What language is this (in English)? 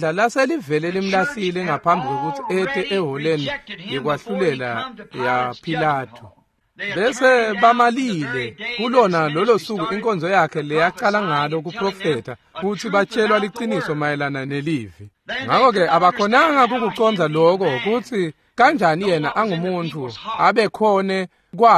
Swati